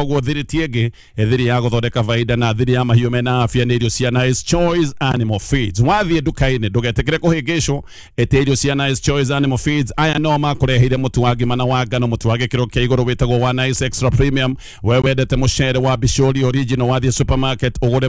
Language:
Kikuyu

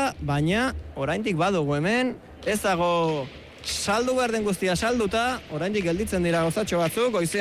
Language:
Basque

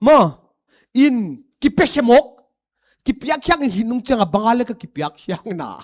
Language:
Paite Chin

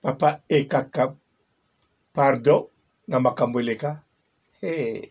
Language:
Lingala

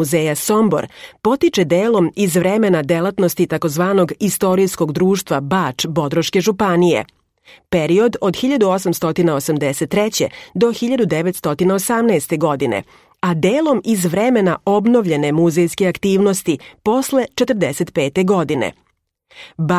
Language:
Serbian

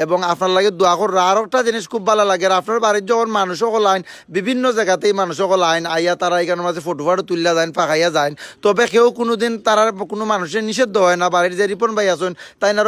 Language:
Sylheti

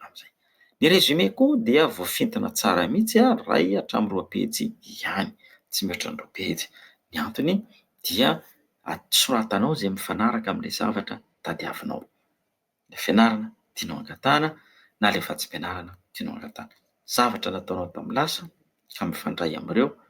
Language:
Malagasy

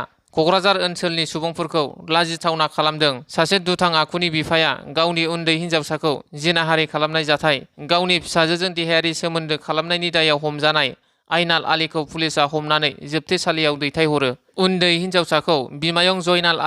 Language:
Bodo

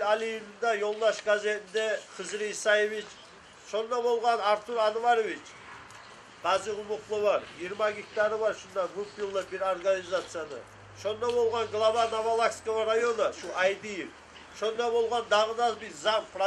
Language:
Kumyk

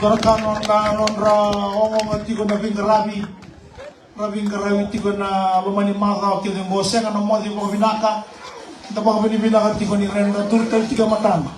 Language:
Fijian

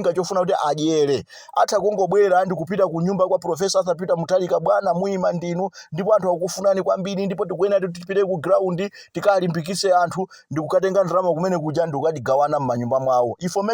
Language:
Nyanja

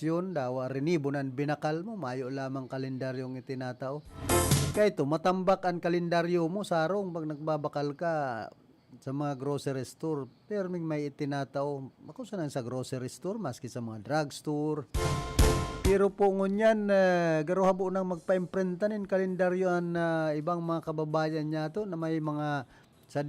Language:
Bikol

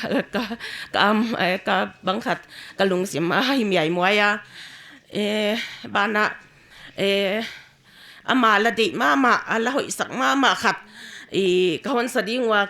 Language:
Paite Chin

